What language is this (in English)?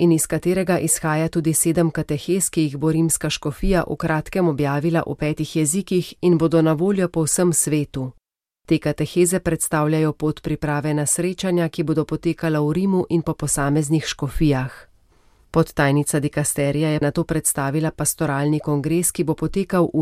Slovenian